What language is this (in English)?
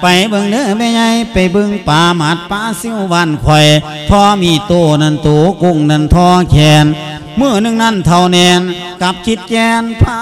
Lao